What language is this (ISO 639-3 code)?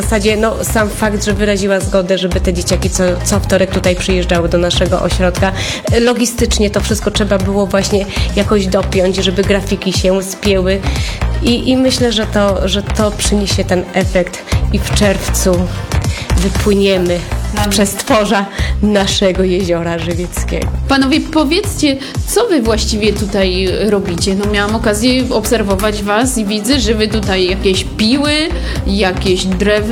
pol